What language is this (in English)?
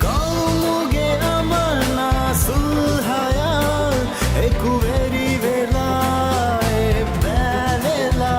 Divehi